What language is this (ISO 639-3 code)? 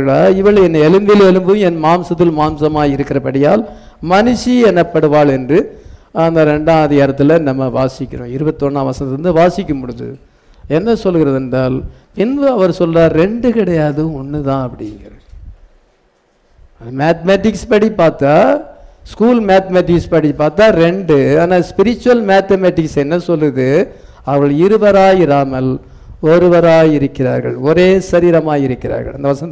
tam